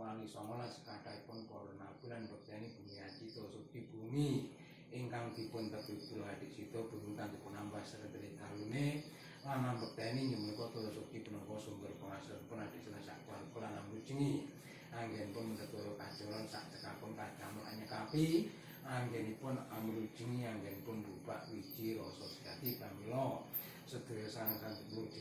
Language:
Javanese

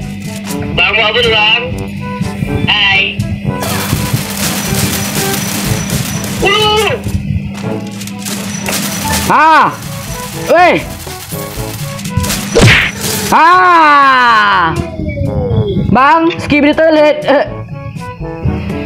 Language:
Malay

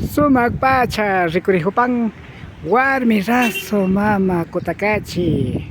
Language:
Imbabura Highland Quichua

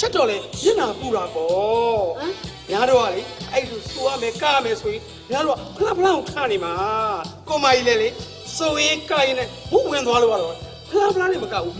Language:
Burmese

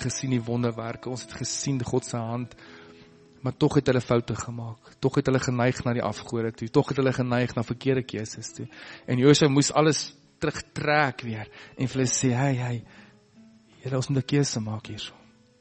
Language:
Afrikaans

